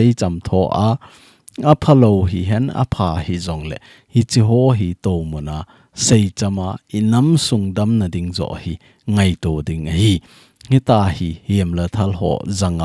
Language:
Thado Chin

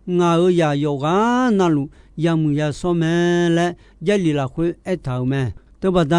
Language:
Akha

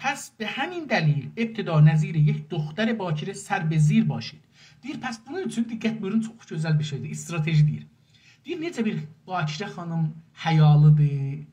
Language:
South Azerbaijani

